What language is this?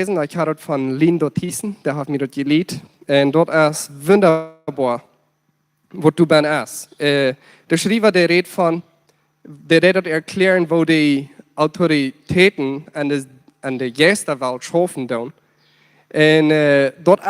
Plautdietsch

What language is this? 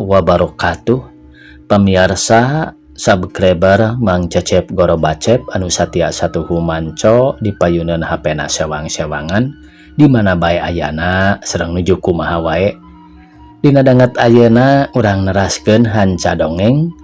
Sundanese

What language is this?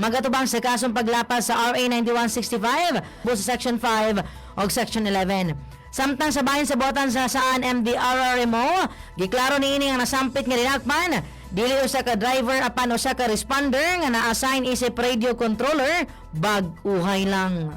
Cebuano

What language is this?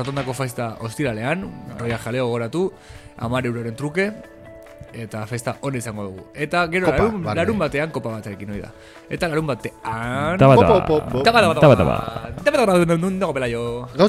Basque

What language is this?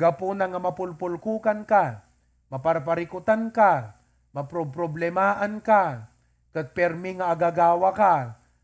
Iloko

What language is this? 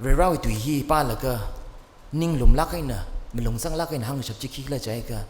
Tangkhul Naga (India)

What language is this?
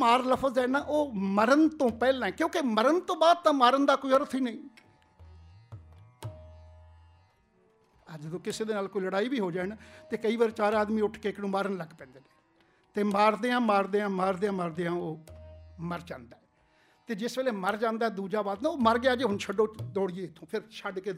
Punjabi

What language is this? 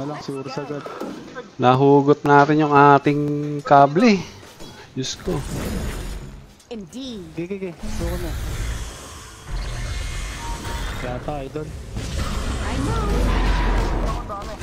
Filipino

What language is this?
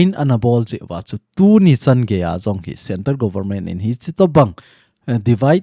Thado Chin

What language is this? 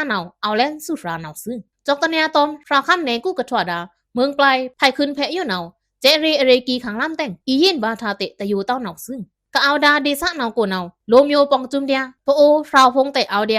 Pa'o Karen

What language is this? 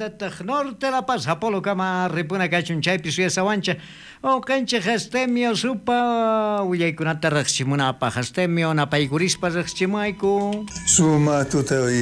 South Bolivian Quechua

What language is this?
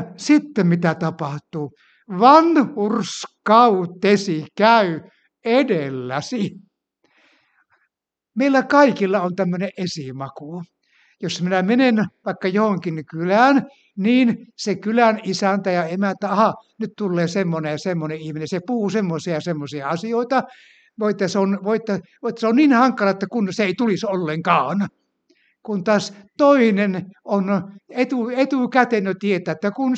Finnish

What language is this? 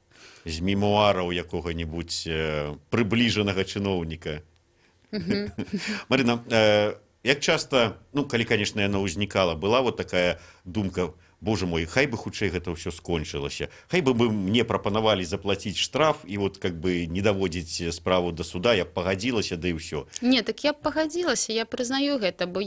Belarusian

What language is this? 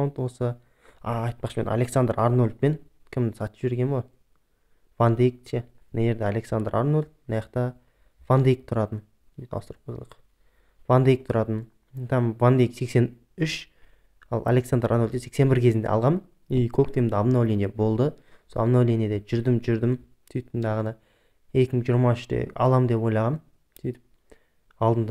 Kazakh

